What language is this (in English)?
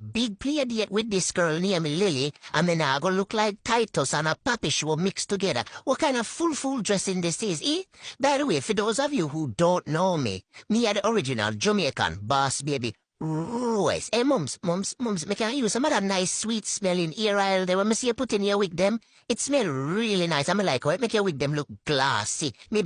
Jamaican Creole English